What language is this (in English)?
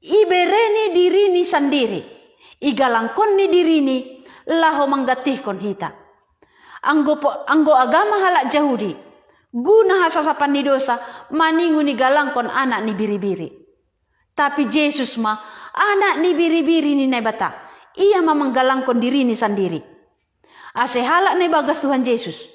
Batak Simalungun